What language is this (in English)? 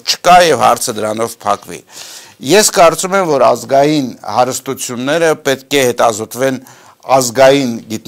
Armenian